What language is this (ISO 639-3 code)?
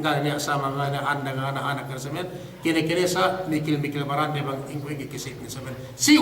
yka